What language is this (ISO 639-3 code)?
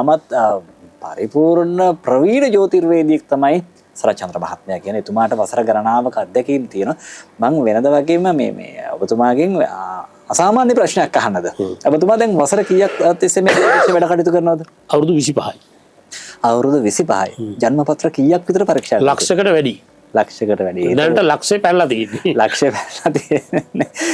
sin